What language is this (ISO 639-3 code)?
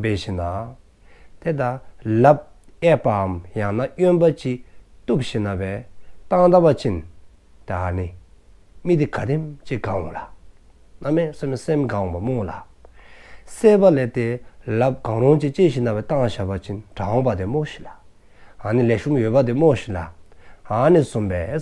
dzo